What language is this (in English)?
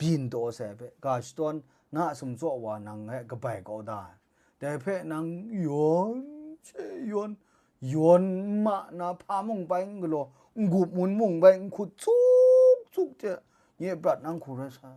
Kachin